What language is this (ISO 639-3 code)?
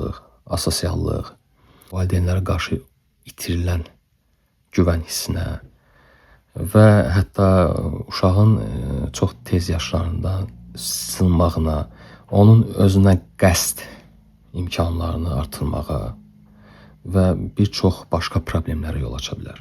aze